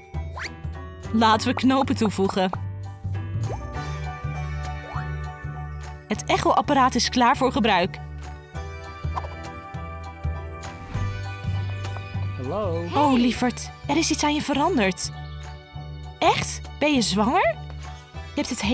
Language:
Dutch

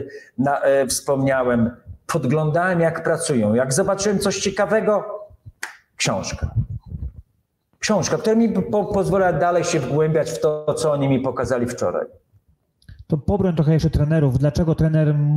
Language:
Polish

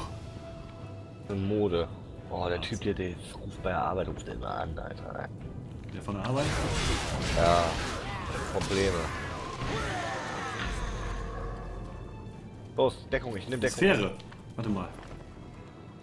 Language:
German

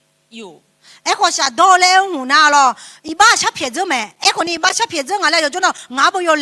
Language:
Akha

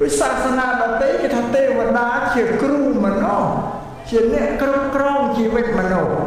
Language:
Khmer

